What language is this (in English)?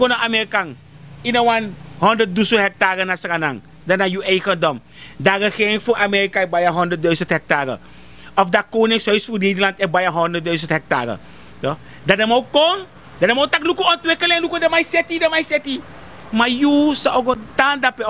Sranan Tongo